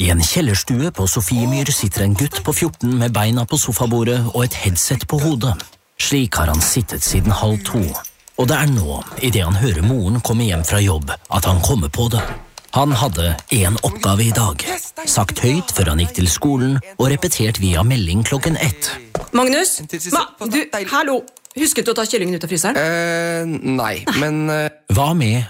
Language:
Norwegian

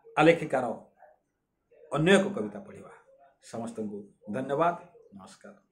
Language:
Odia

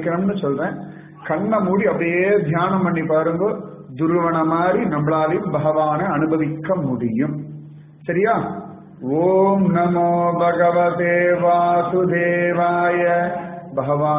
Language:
Tamil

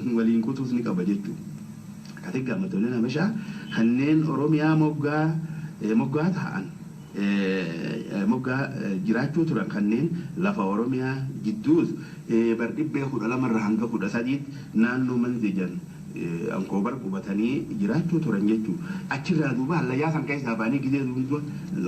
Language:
Oromo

